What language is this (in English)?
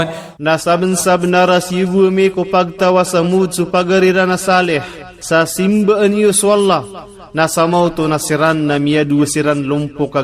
Maranao